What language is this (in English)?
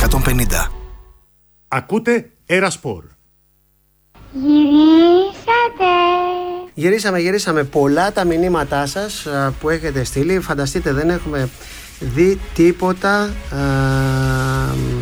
Greek